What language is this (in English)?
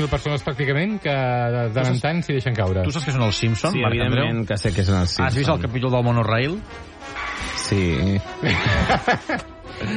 Catalan